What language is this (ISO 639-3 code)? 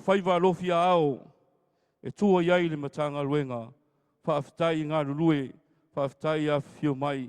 smo